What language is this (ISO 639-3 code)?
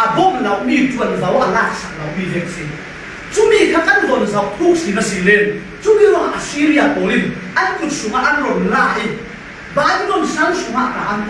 cfm